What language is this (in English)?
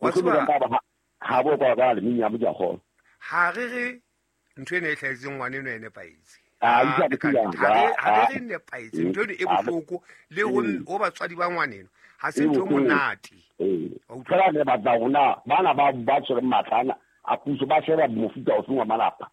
Southern Sotho